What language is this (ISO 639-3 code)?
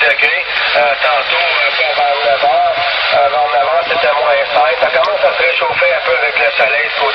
fra